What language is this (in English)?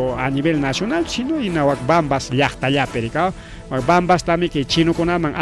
Ayacucho Quechua